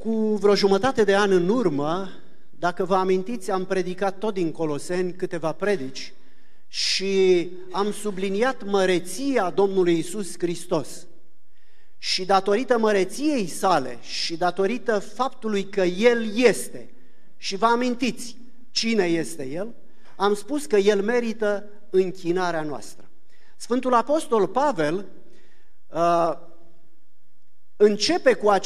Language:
Romanian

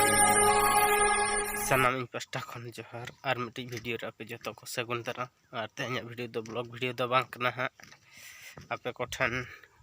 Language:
Santali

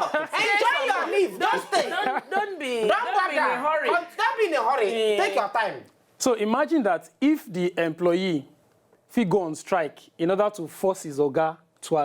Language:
Nigerian Pidgin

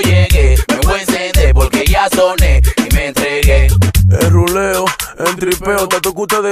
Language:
Spanish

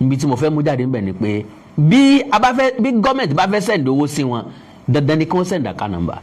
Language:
Yoruba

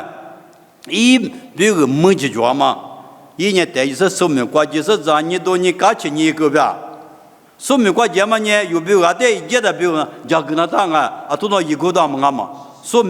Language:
Lisu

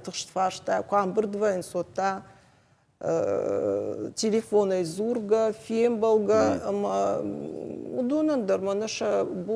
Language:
Ossetic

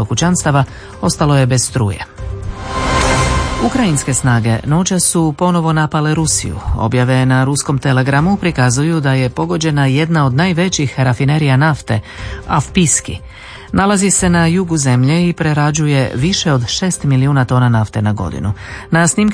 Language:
Croatian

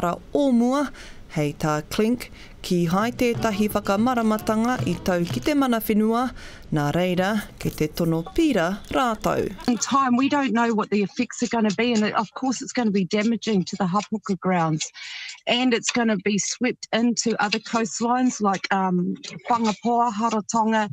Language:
Māori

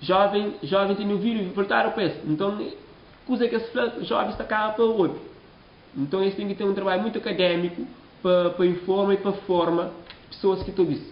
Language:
Kabuverdianu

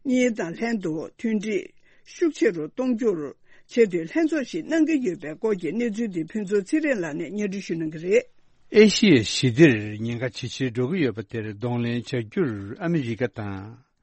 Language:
Tibetan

